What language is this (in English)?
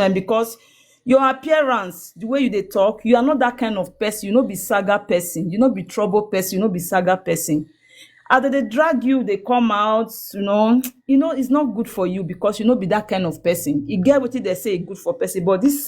Nigerian Pidgin